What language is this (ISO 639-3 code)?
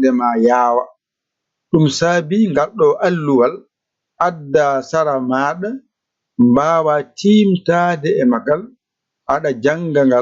ful